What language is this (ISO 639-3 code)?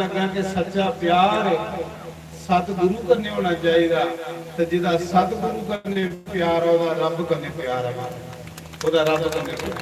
doi